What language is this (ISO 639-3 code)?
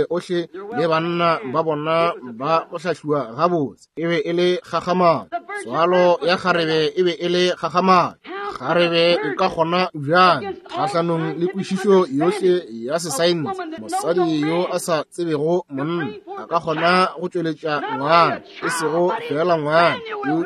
nso